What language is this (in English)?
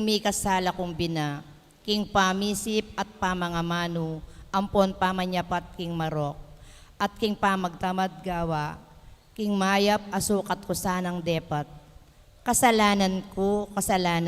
Pampanga